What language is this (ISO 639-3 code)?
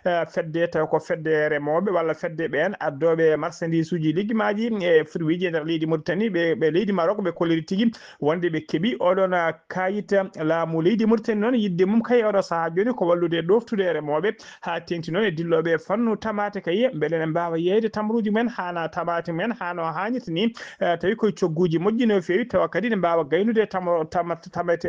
ful